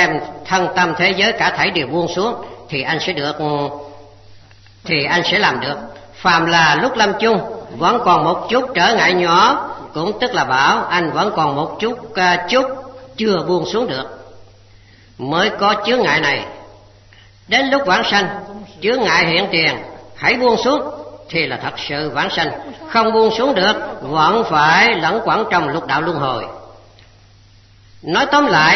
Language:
Vietnamese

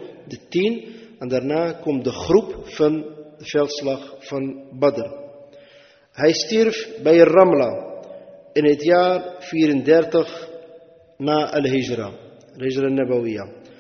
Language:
Dutch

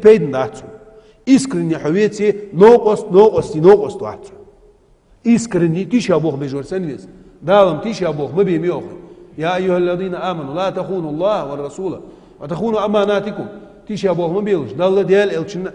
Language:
Ingush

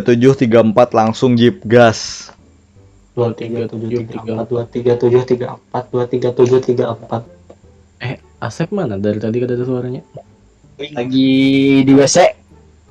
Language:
Banjar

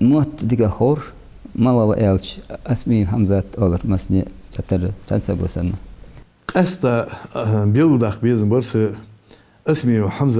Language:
Ingush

